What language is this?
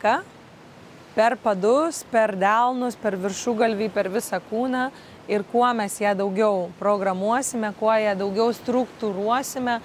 Lithuanian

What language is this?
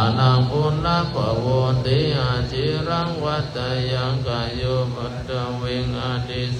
Pali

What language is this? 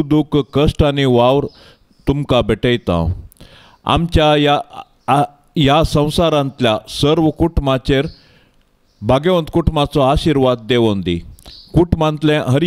Konkani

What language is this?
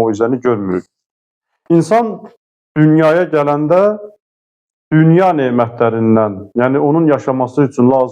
Azerbaijani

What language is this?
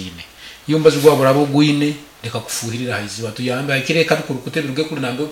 Nyankole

